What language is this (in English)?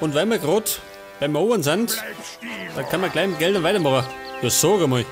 Bavarian